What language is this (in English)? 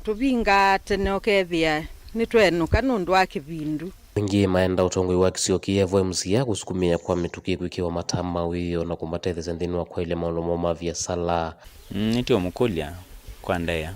Kamba